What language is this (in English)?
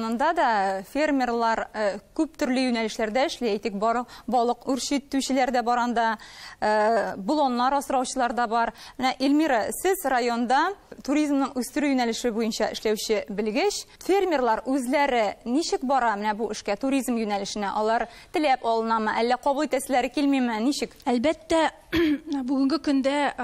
Tatar